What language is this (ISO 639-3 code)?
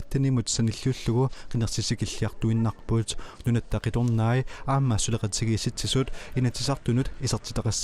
kal